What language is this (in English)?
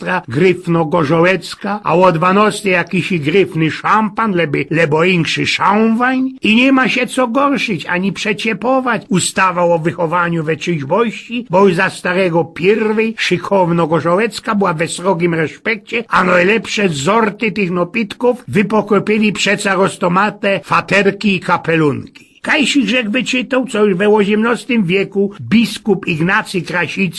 Silesian